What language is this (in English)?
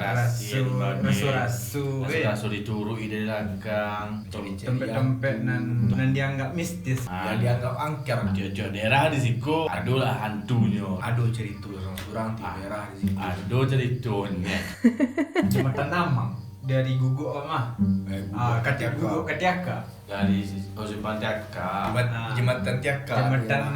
Minangkabau